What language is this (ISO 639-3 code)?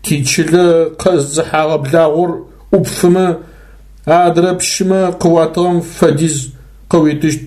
ady